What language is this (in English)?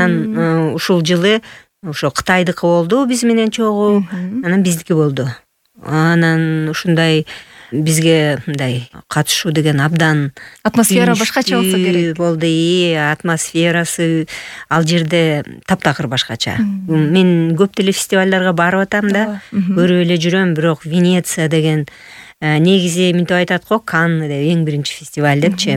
Kyrgyz